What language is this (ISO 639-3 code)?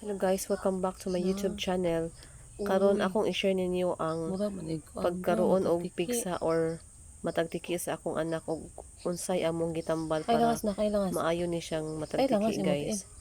ceb